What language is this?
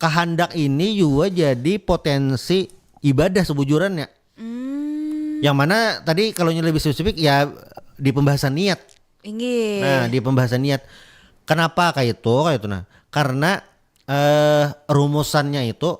Banjar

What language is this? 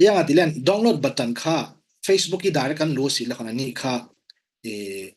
Falam Chin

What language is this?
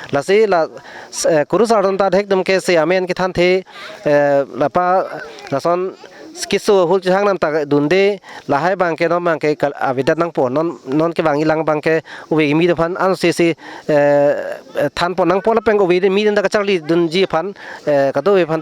Karbi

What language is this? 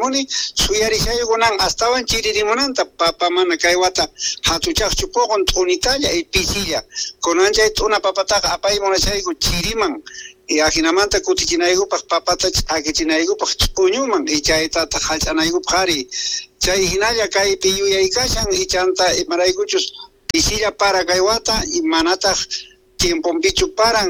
Quechua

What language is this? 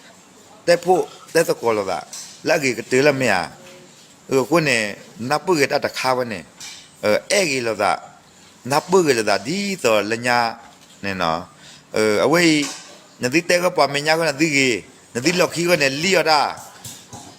S'gaw Karen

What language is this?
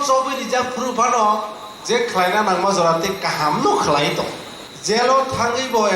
Kok Borok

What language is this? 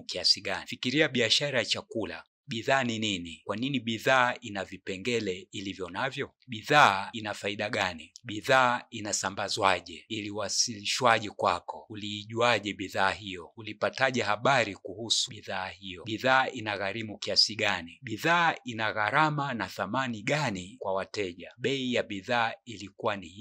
Swahili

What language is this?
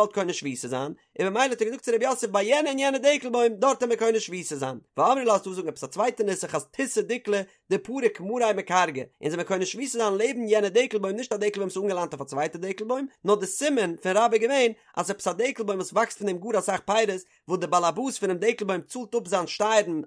Yiddish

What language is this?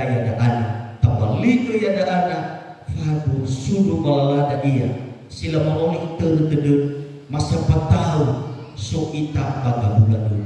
Nias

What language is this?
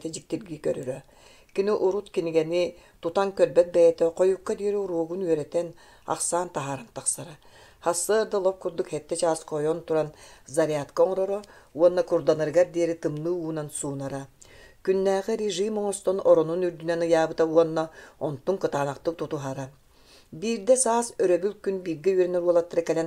Yakut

